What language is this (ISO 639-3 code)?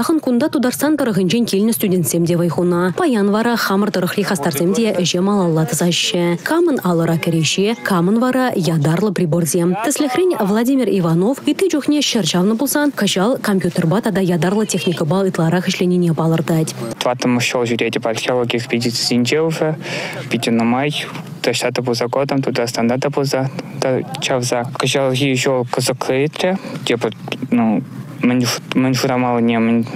chv